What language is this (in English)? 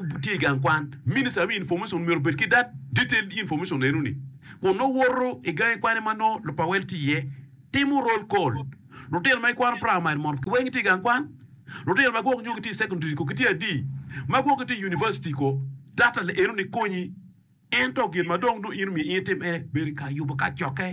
Acoli